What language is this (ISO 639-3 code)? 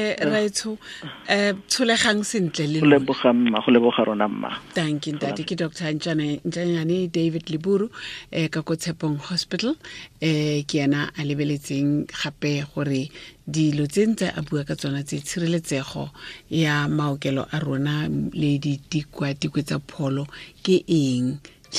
tsn